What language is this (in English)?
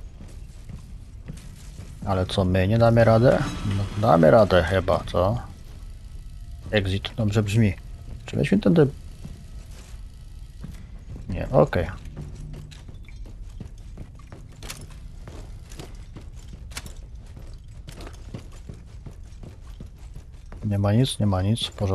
Polish